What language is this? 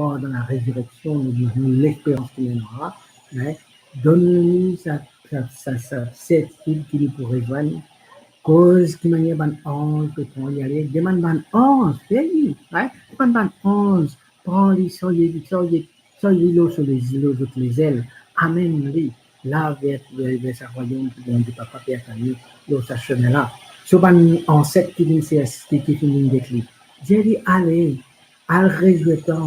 Morisyen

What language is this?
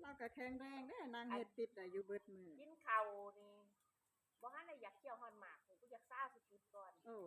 Northeastern Thai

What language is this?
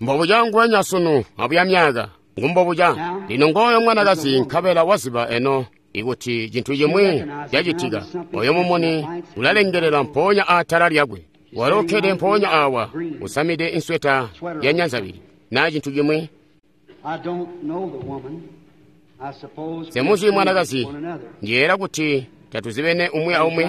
Tonga (Zambia)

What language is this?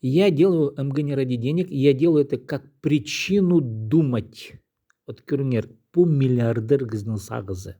Khakas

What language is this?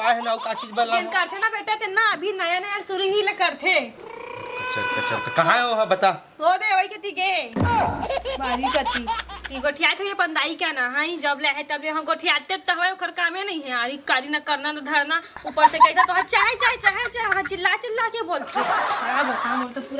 Chhattisgarhi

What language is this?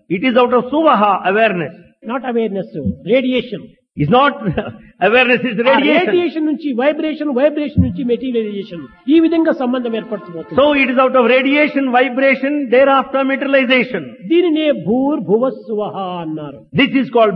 Telugu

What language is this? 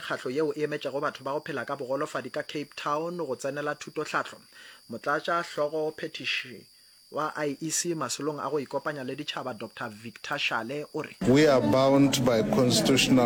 Northern Sotho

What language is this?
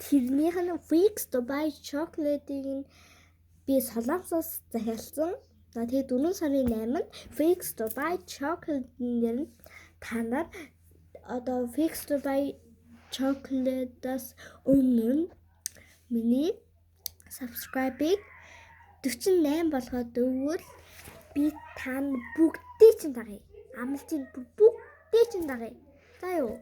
Mongolian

